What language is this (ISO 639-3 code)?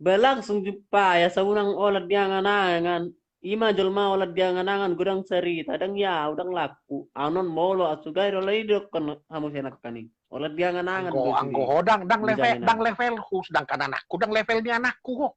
bbc